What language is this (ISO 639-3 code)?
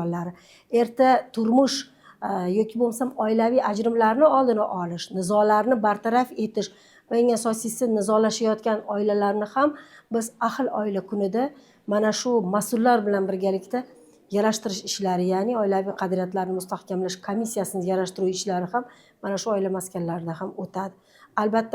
uzb